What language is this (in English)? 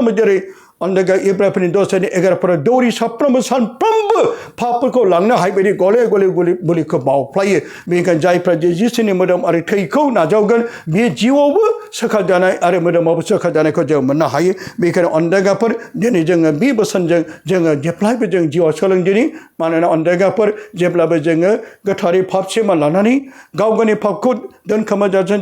Bodo